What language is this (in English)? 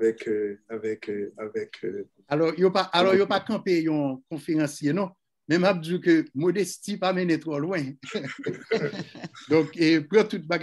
French